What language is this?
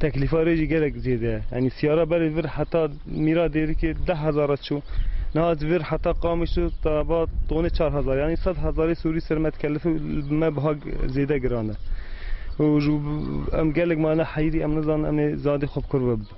Kurdish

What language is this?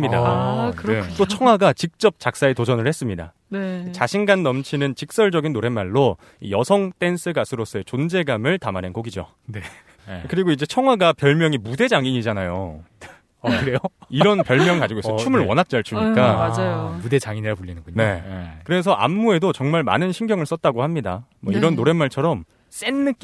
Korean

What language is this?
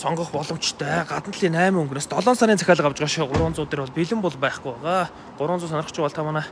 Mongolian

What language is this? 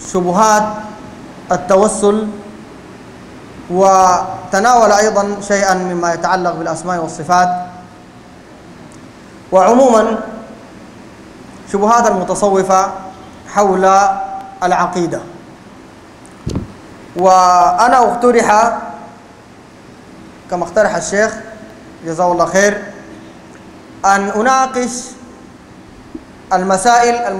Sudanese Arabic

